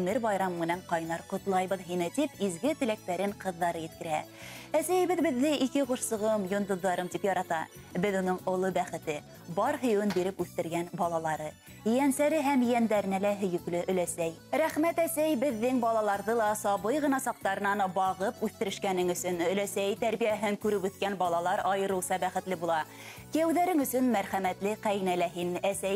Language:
Bashkir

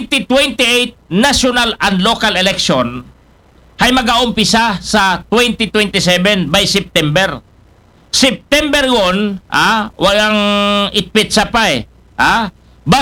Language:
Aklanon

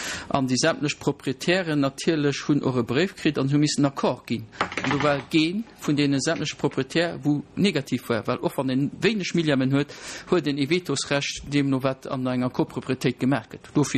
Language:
Luxembourgish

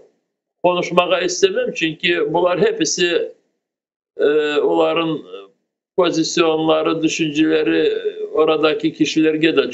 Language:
Crimean Tatar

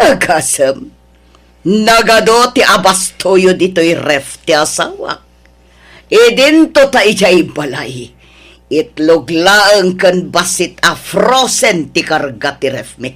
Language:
Iloko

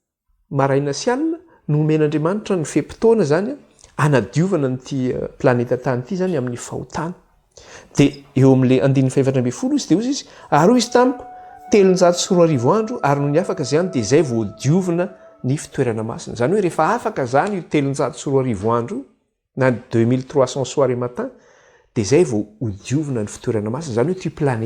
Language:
Malagasy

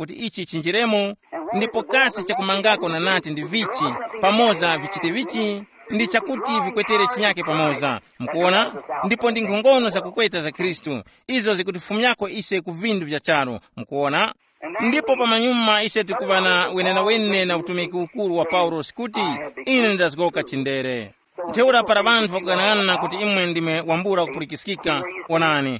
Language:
Tumbuka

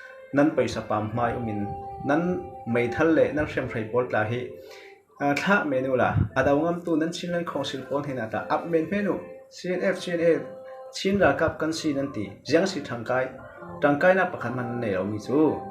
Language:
Falam Chin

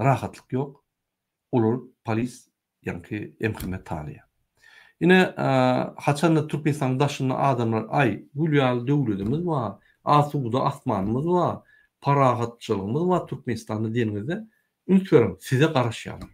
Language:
Turkmen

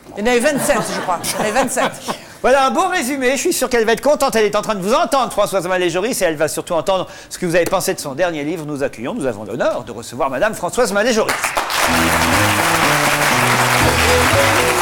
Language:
French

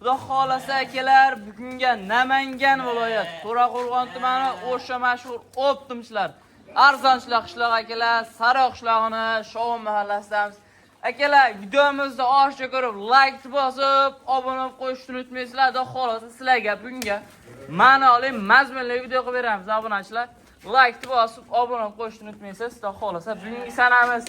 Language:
Uzbek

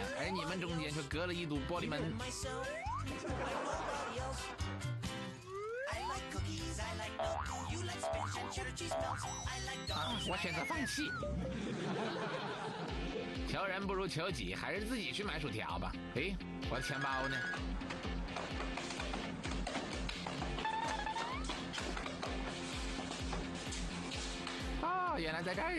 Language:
Chinese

